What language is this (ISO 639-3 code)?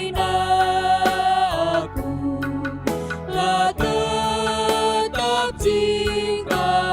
btx